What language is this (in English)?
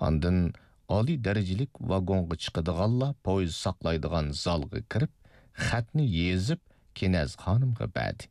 Uyghur